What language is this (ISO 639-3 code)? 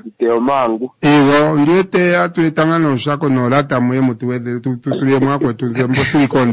kua